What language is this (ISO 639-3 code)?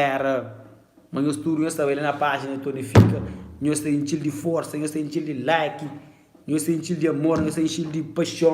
kea